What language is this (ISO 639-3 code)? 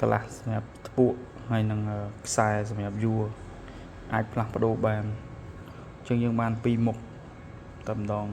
khm